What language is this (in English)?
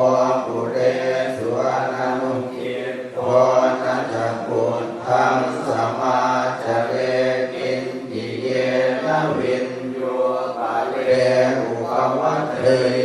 Pali